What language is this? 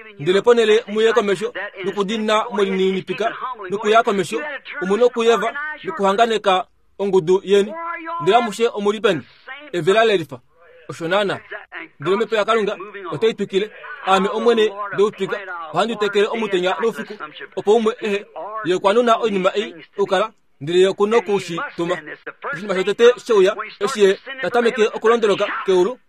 Kuanyama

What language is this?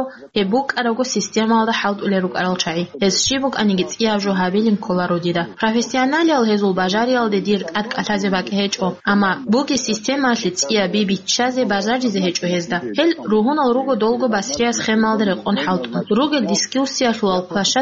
Avaric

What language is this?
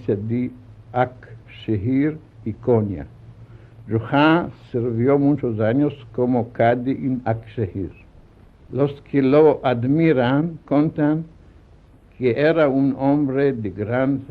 Ladino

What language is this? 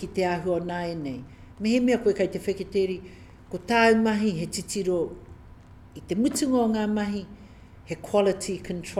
Māori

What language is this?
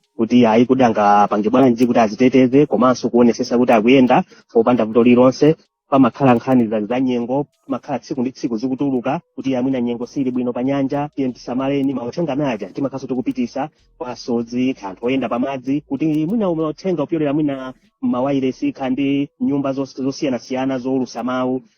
Nyanja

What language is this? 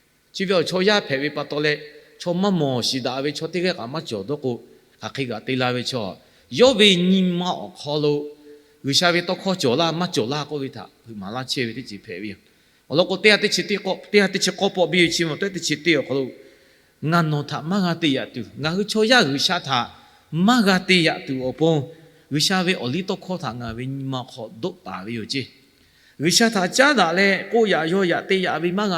Lahu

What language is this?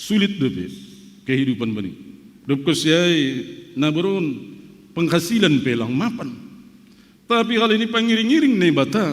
Batak Simalungun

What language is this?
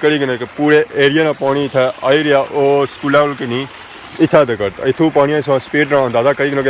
Pahari-Potwari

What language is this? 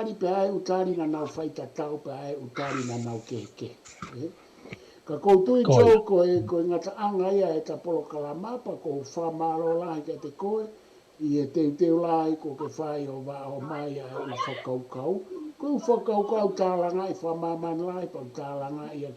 Tongan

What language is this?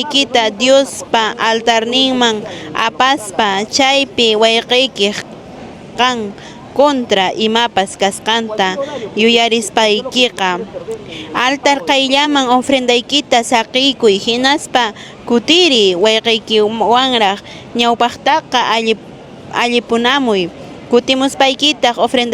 Quechua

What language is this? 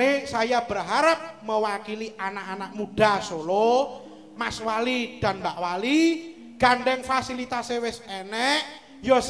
Javanese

